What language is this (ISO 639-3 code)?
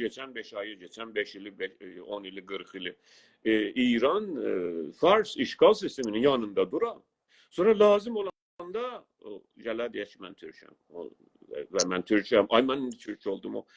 azb